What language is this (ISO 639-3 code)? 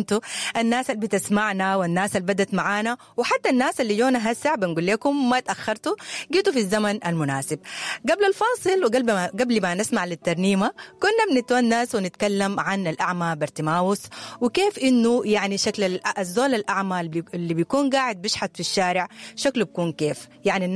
apd